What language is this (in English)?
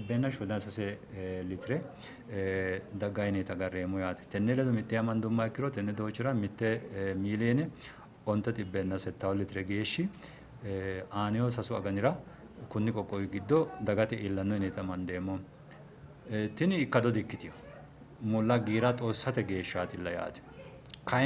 Sidamo